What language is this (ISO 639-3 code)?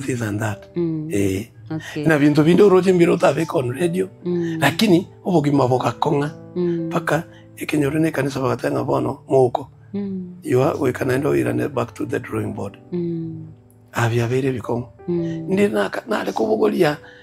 guz